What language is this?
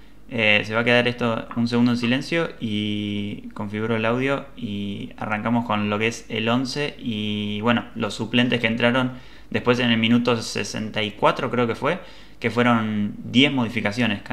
Spanish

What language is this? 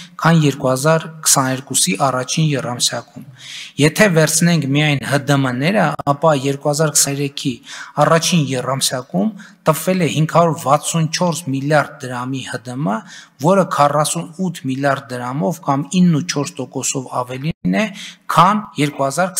Armenian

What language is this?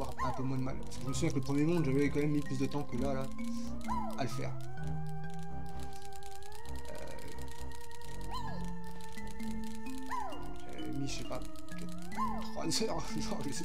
French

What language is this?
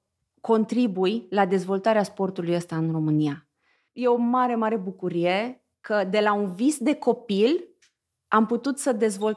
Romanian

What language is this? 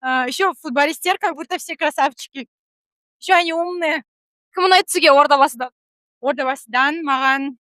Kazakh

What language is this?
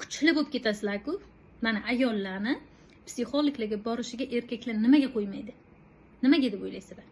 Uzbek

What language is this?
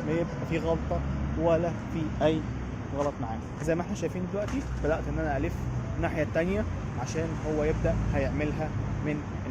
Egyptian Arabic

